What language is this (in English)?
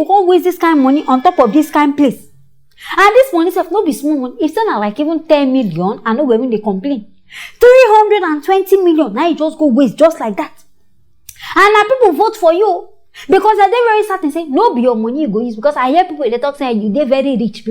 Nigerian Pidgin